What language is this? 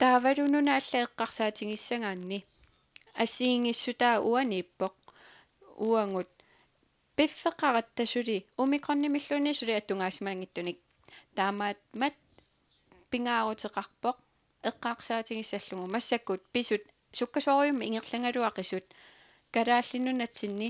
Kalaallisut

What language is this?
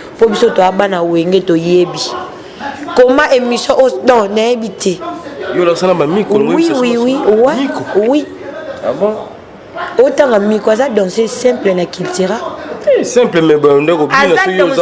Lingala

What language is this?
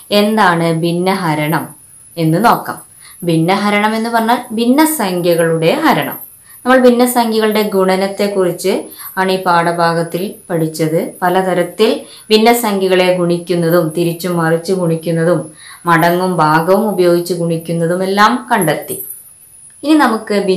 Malayalam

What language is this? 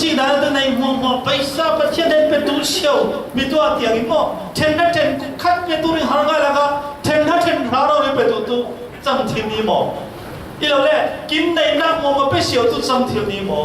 Falam Chin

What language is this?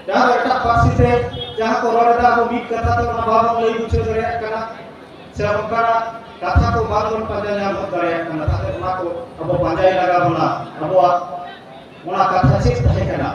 Santali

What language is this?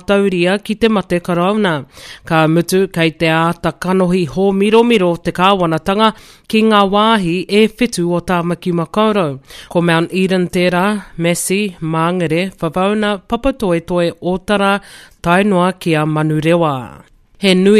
Māori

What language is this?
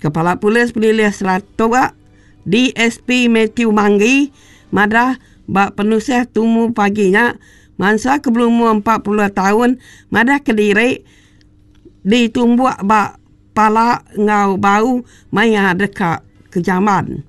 Iban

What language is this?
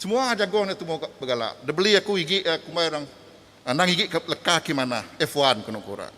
Iban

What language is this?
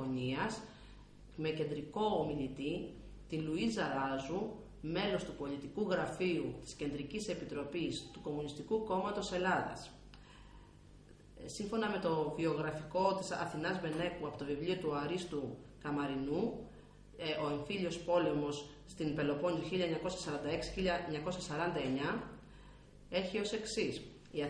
Greek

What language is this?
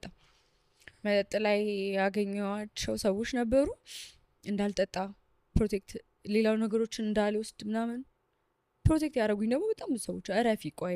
Amharic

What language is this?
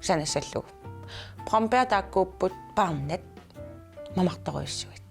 Kalaallisut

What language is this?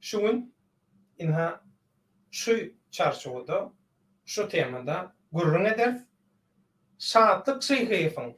Turkmen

